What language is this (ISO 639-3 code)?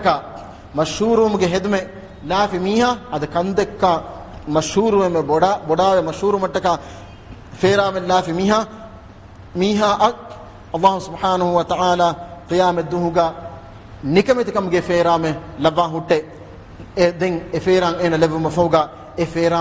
div